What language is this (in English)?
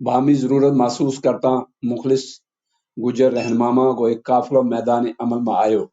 Gujari